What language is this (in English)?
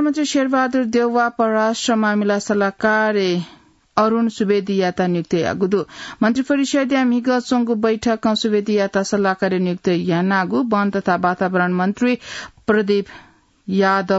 Newari